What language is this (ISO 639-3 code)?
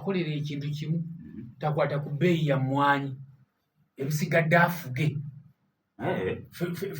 lug